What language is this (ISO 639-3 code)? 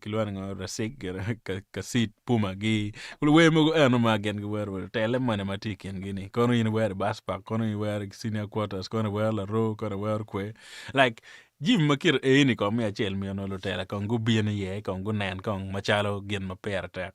ach